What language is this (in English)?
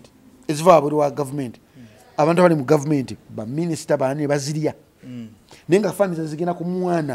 Ganda